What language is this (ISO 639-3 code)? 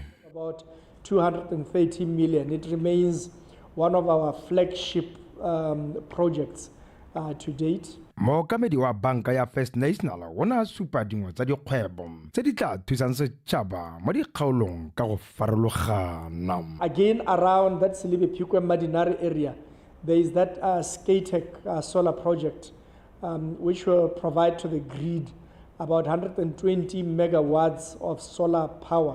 tsn